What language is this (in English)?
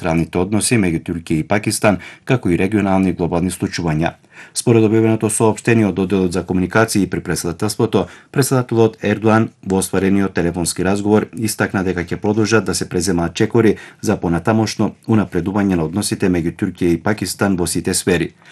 Macedonian